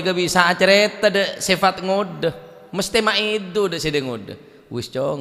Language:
Madurese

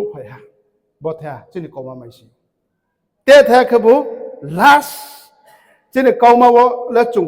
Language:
Riang (India)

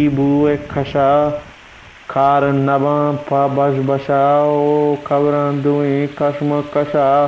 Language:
Eastern Balochi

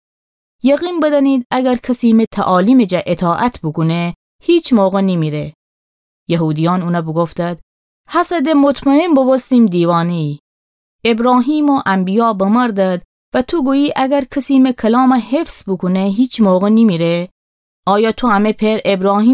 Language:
Gilaki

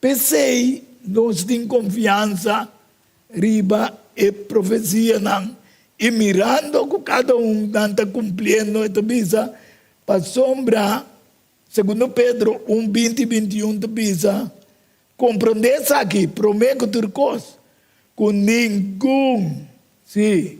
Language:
Papiamento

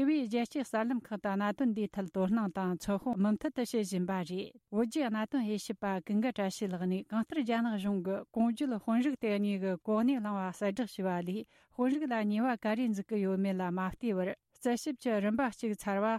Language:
Tibetan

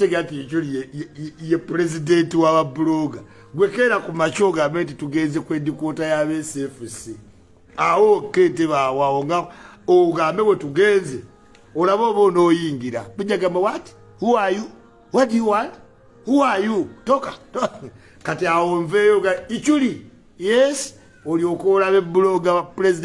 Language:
Ganda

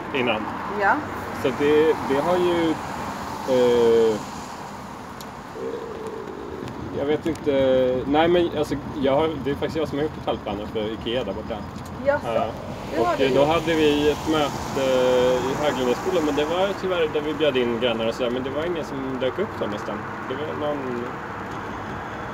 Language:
Swedish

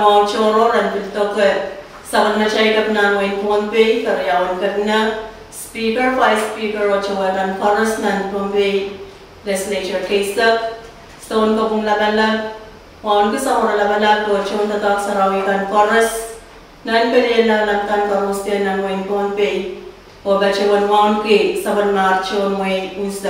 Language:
Pohnpeian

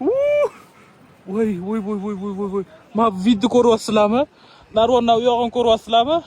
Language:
Uzbek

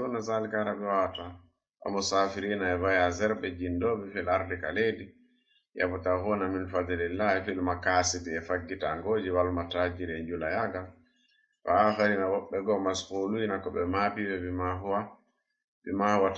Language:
Fula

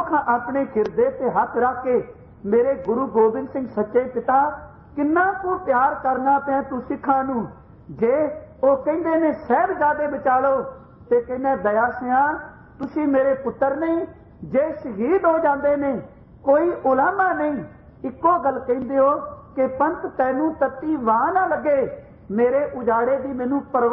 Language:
Punjabi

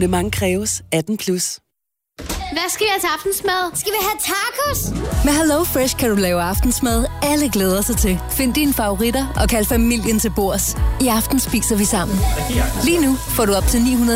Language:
Danish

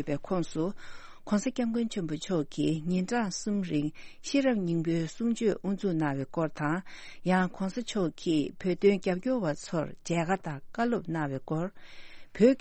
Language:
Tibetan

